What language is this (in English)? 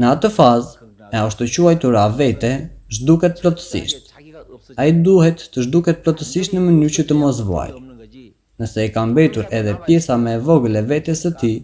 Albanian